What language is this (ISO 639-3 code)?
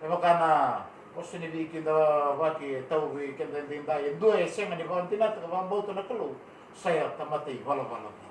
fij